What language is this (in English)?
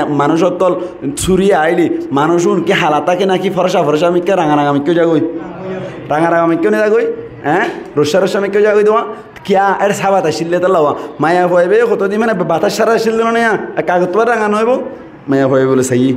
Rohingya